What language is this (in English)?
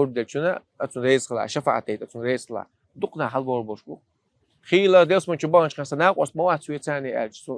Chechen